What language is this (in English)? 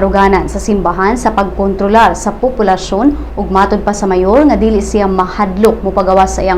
Cebuano